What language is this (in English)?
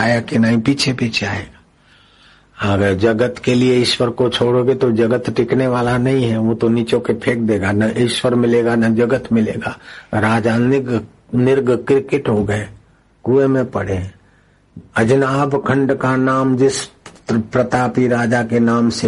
Hindi